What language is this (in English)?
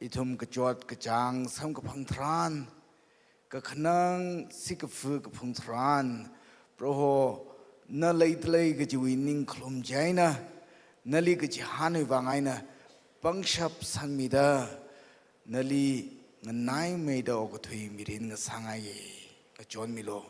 Tangkhul Naga (India)